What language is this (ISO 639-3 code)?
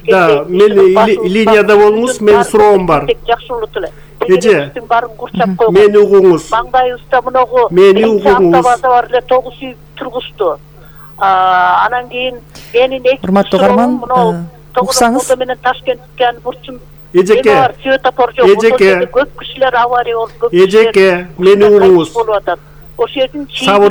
kir